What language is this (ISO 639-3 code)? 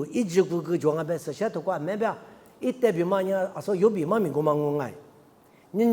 lis